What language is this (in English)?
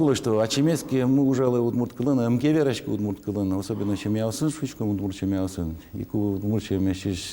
Udmurt